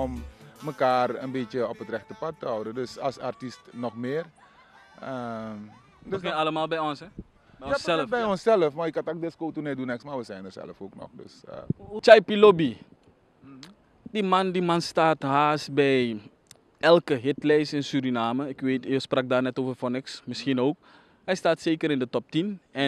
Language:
Dutch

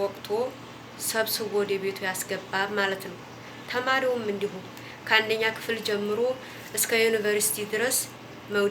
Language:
Amharic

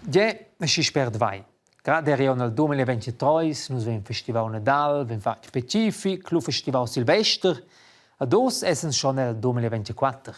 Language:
Romansh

